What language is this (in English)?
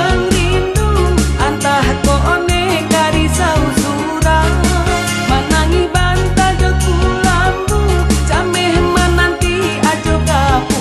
Minangkabau